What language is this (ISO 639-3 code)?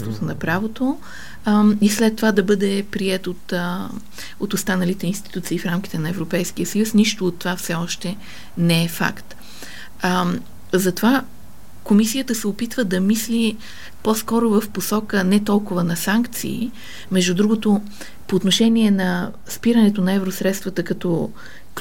bul